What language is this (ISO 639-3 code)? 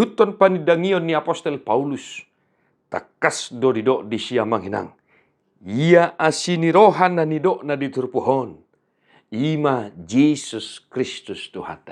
bbc